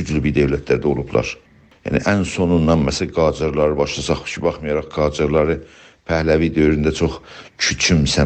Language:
South Azerbaijani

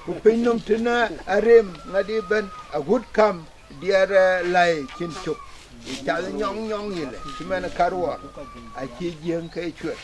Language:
Dinka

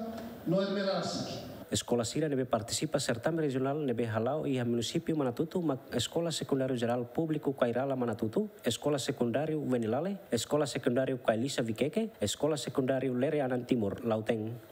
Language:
Tetum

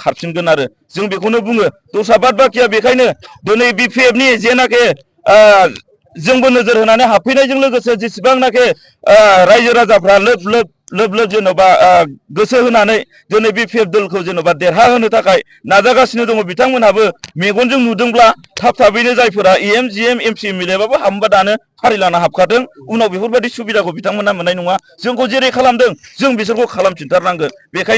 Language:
Bodo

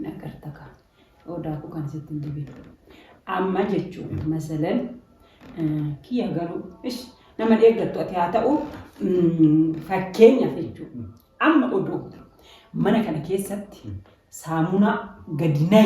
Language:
Oromo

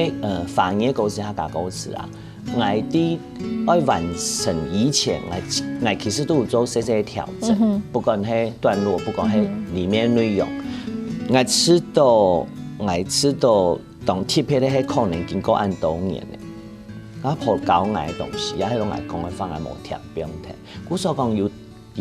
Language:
Hakka Chinese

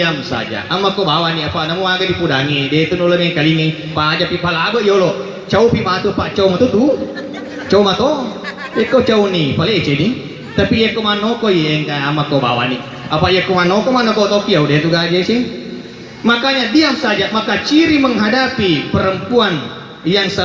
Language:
Buginese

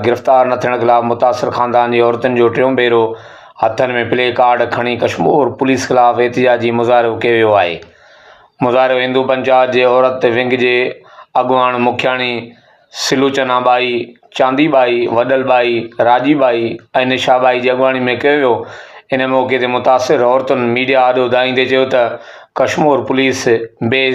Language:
Sindhi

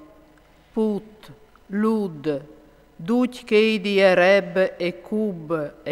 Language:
Friulian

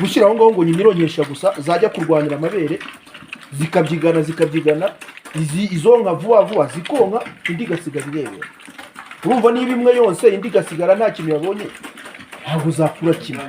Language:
Kinyarwanda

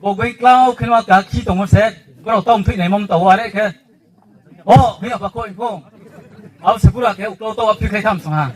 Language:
Riang (India)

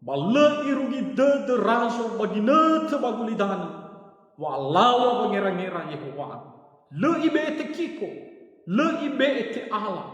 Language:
Nias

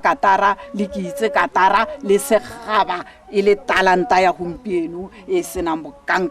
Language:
Tswana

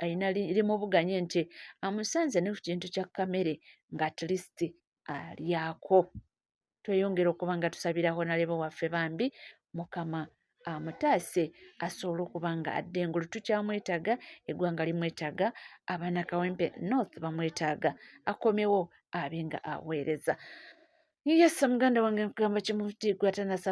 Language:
Ganda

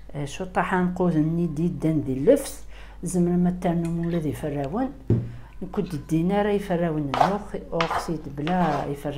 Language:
Kabyle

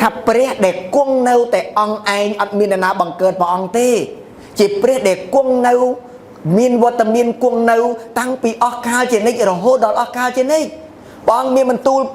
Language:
Khmer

